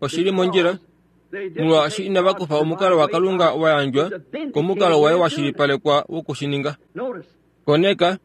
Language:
Kuanyama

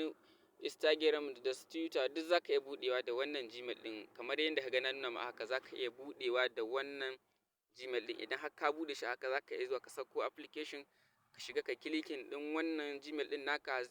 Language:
Hausa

